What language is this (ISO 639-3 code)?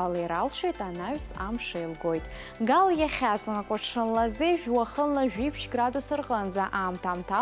abk